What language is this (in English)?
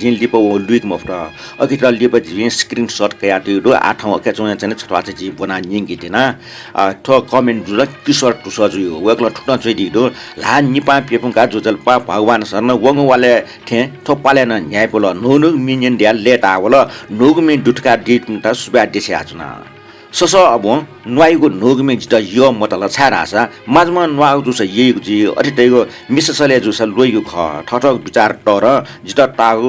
Newari